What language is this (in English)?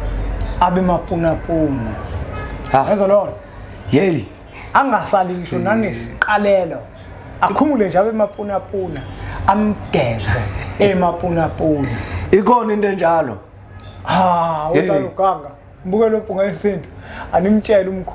Zulu